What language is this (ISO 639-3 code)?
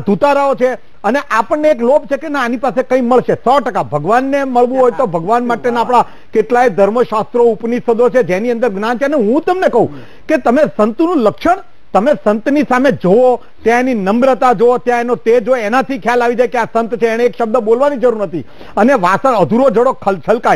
guj